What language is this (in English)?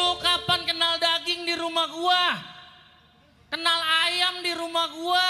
Betawi